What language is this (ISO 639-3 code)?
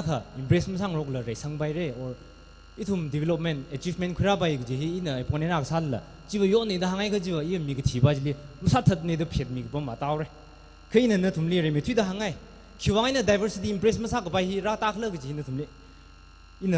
nmf